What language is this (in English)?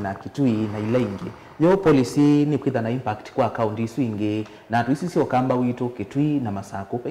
Kamba